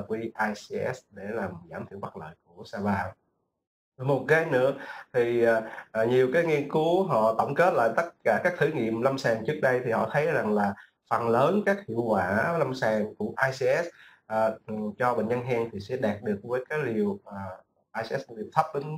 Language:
Vietnamese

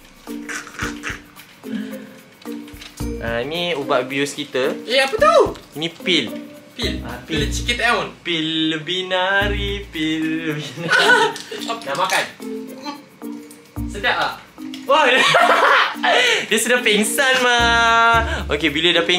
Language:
Malay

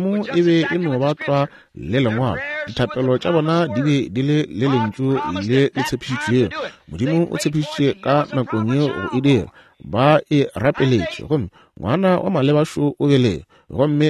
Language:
Northern Sotho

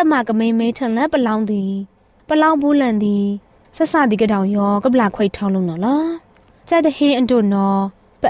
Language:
Burmese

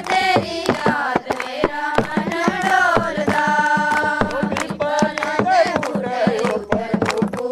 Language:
Dogri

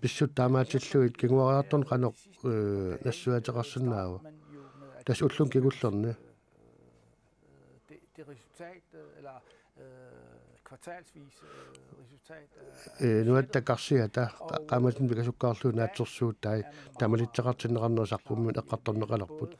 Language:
Kalaallisut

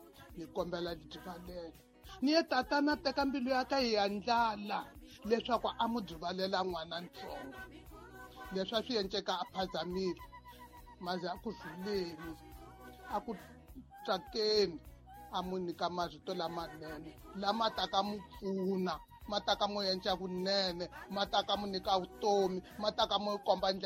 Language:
Tsonga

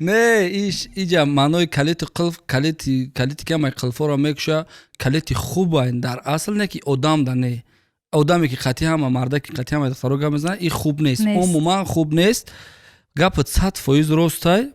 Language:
Tajik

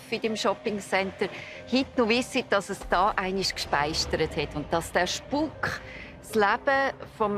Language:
Swiss German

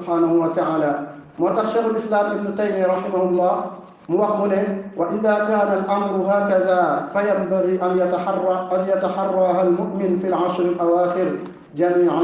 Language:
Wolof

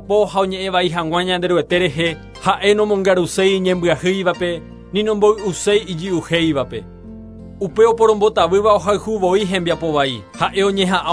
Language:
Guarani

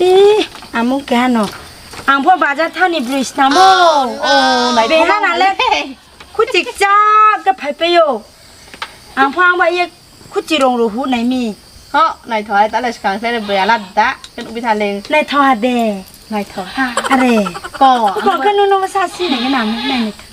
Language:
Riang (India)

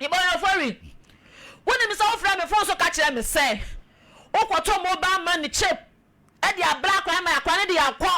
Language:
Akan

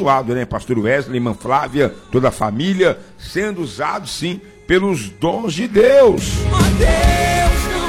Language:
Portuguese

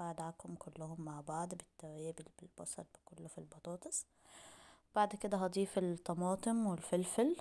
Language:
Egyptian Arabic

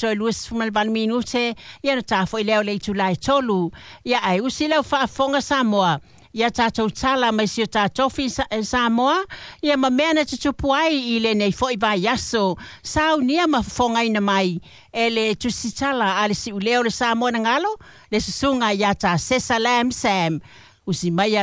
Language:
Samoan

